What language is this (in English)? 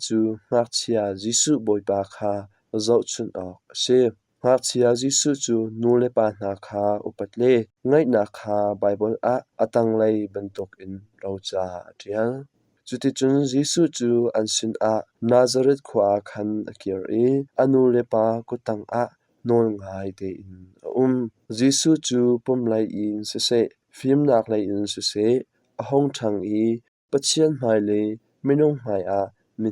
Hakha Chin